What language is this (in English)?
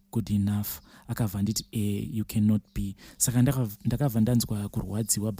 Shona